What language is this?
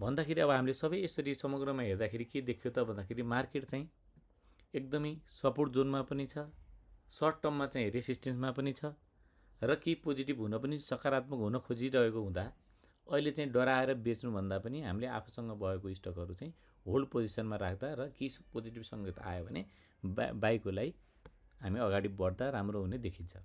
Nepali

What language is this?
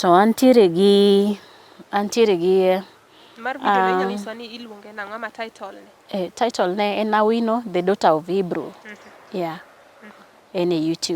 Luo (Kenya and Tanzania)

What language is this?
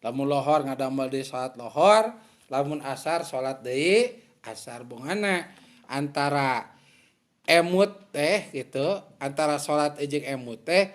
Sundanese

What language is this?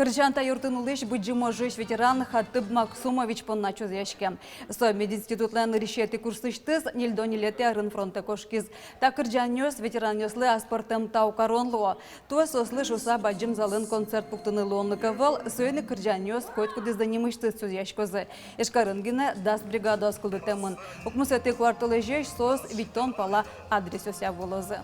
Udmurt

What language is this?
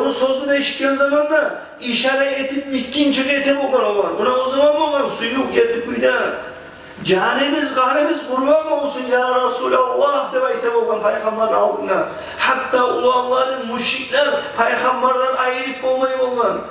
Kumyk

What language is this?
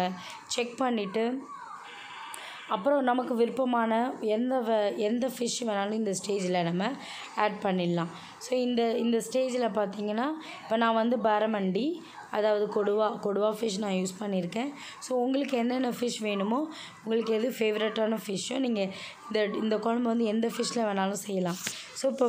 Tamil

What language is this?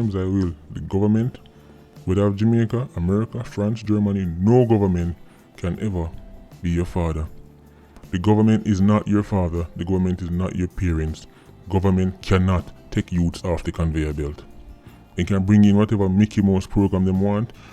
Jamaican Creole English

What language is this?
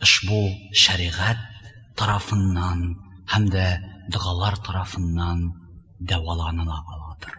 Tatar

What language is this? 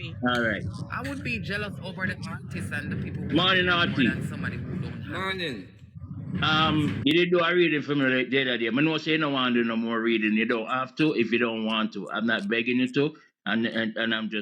Jamaican Creole English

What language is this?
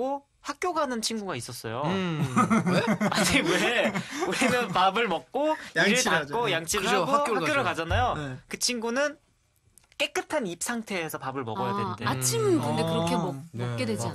Korean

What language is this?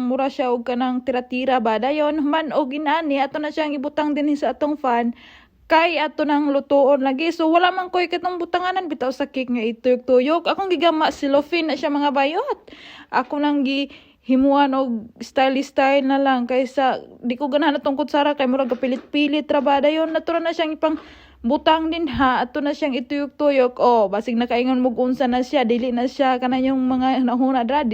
Cebuano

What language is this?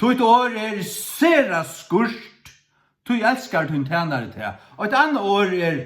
Faroese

